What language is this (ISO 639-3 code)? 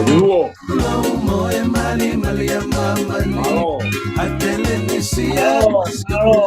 ton